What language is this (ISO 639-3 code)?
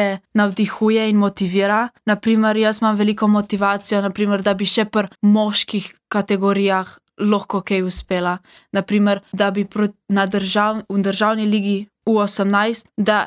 slv